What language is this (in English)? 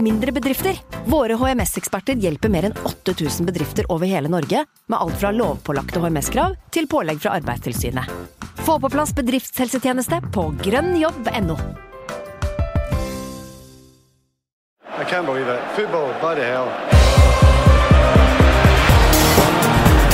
Norwegian